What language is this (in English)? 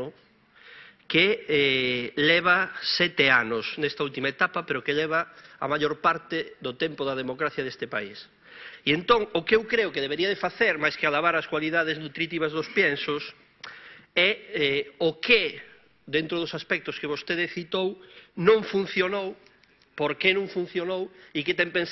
Galician